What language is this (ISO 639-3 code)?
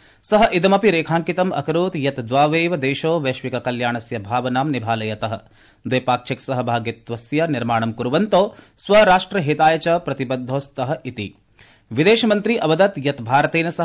san